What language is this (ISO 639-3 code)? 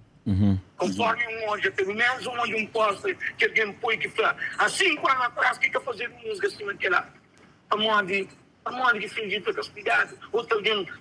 kea